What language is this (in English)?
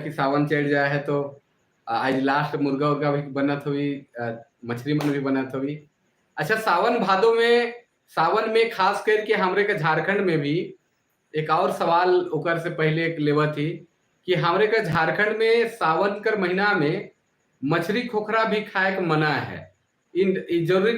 Sadri